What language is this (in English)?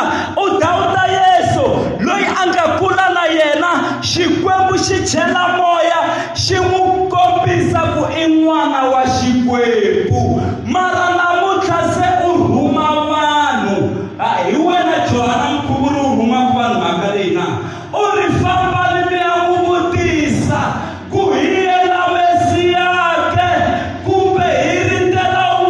Tsonga